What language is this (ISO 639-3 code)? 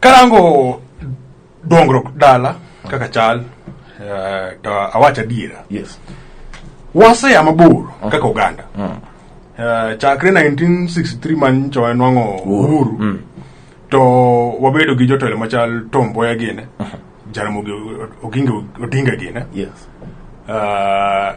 luo